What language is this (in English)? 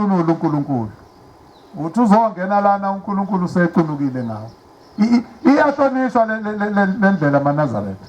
Zulu